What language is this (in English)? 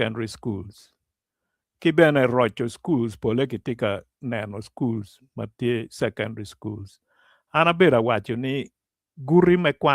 Acoli